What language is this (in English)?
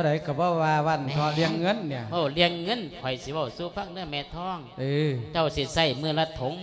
Lao